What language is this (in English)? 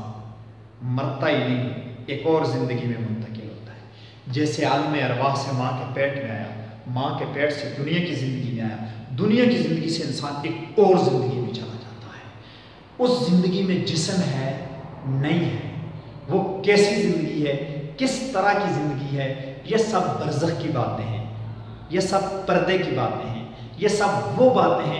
Urdu